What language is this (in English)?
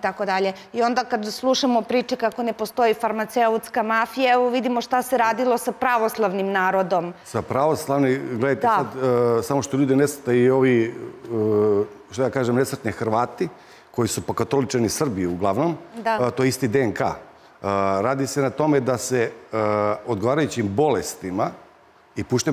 Serbian